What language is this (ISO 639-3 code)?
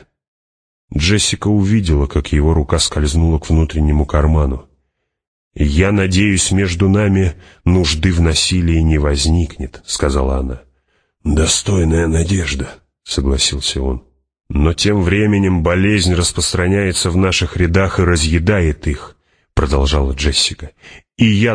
rus